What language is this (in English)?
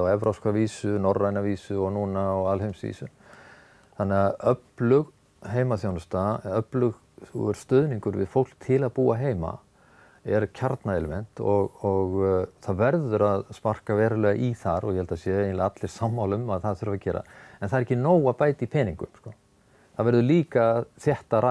Icelandic